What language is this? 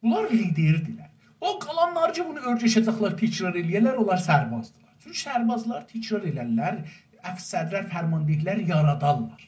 South Azerbaijani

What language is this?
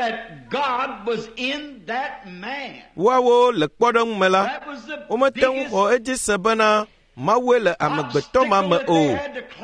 Ewe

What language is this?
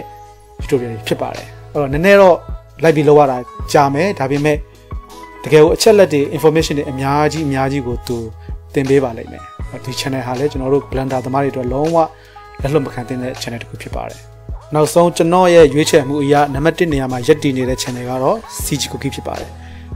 Burmese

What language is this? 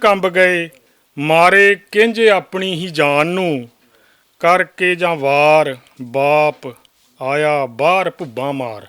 Western Panjabi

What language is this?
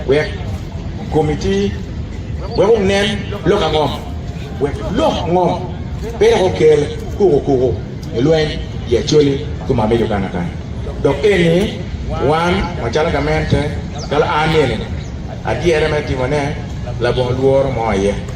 Acoli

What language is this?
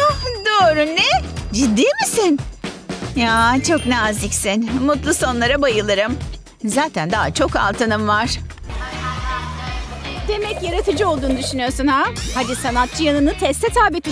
Turkish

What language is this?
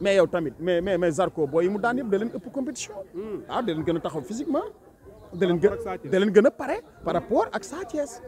Wolof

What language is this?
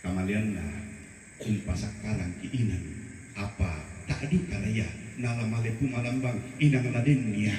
Toraja-Sa'dan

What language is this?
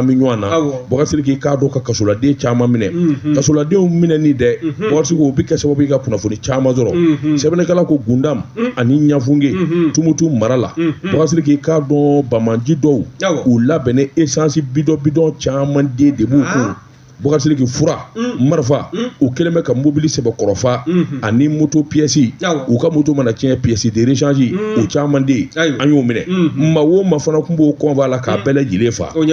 Bambara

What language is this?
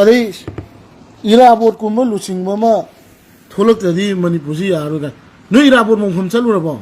Manipuri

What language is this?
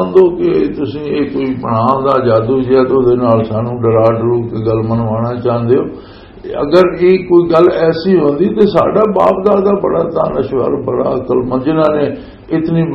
Western Panjabi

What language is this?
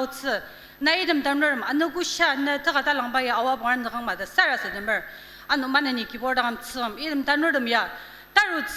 Ao Naga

